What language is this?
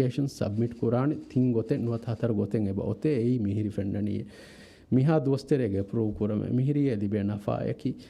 Divehi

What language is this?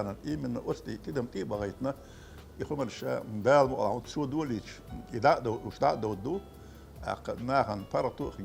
Chechen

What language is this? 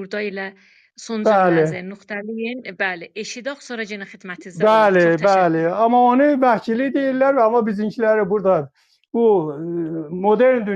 South Azerbaijani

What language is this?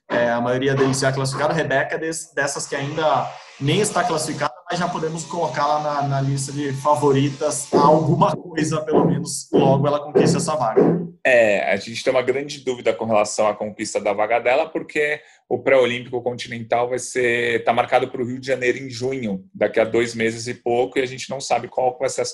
Portuguese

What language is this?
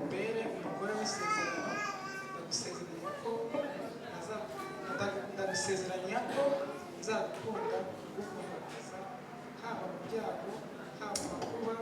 Kinyarwanda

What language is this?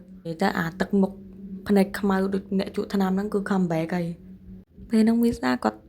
Khmer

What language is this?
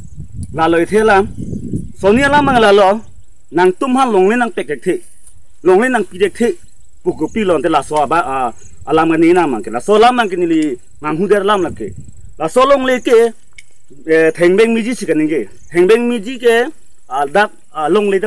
Karbi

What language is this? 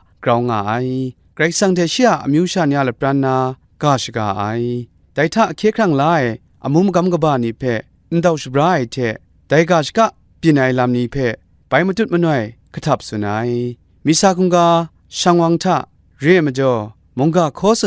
Kachin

